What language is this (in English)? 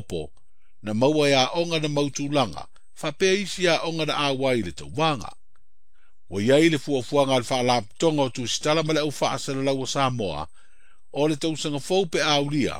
Samoan